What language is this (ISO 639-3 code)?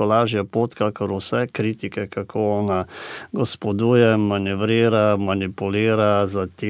slv